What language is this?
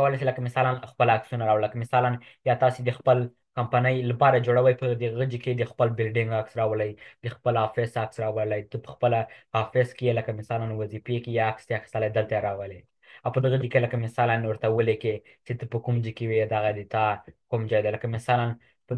Pashto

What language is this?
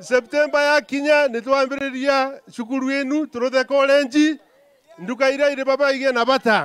Meru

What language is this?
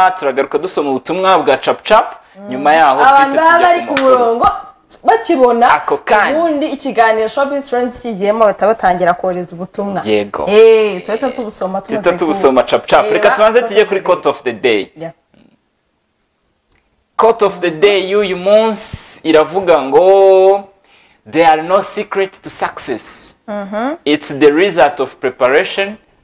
Kinyarwanda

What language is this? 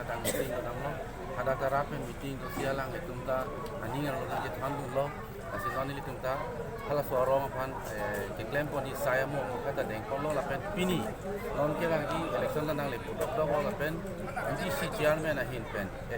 Karbi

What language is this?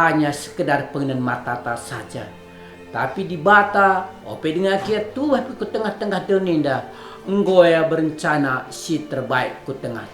Batak Karo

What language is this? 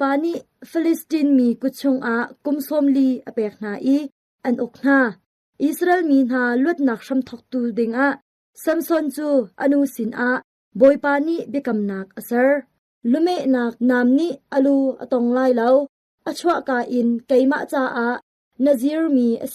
Hakha Chin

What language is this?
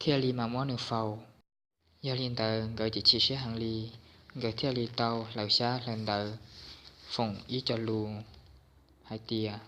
Hmong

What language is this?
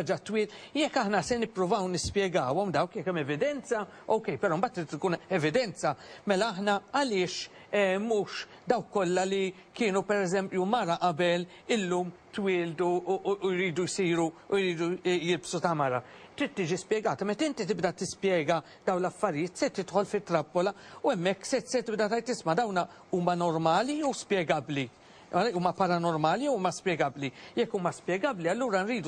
Maltese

